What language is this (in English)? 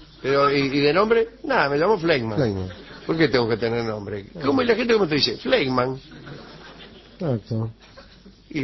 Spanish